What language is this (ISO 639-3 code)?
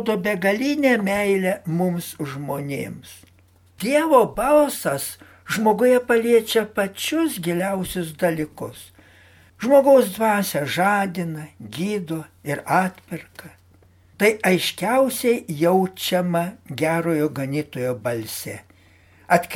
lit